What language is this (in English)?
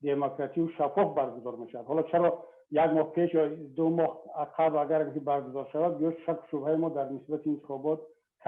Tajik